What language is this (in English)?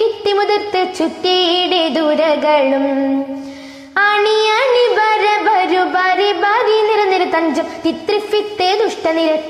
Malayalam